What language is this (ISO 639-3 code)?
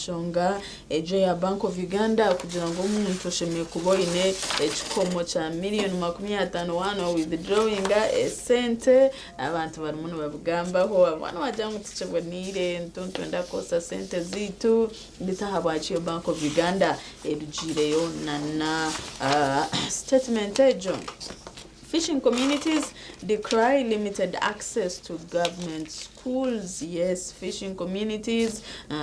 nyn